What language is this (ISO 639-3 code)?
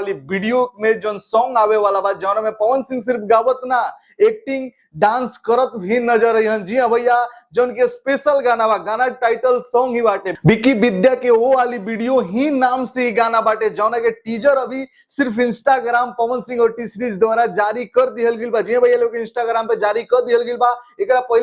bho